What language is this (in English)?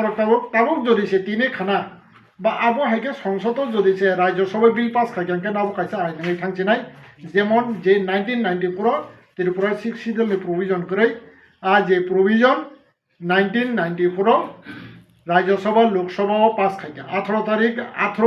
Kok Borok